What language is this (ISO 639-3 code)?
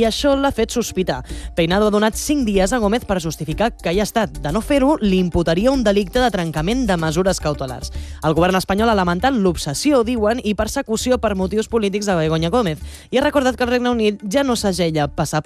cat